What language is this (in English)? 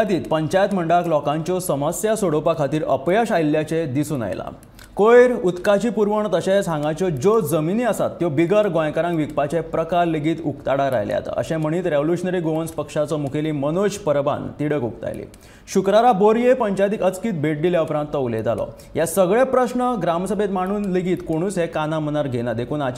Konkani